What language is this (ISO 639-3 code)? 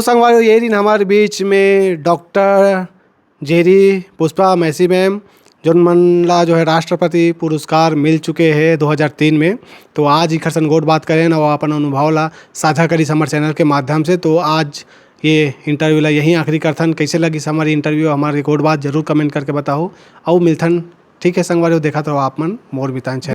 hne